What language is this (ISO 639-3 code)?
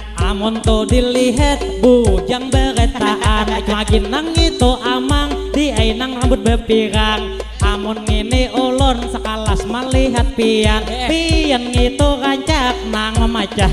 bjn